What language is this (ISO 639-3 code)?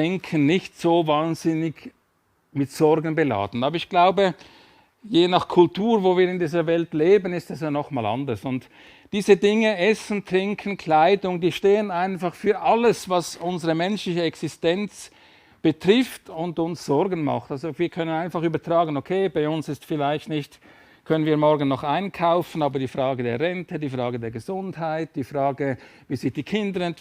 gsw